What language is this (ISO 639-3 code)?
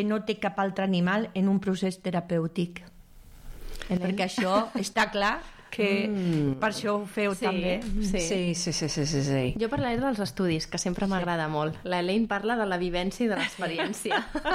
cat